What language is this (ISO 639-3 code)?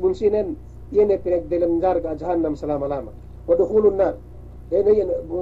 yka